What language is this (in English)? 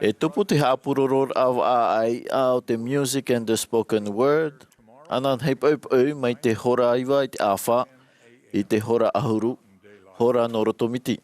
Tahitian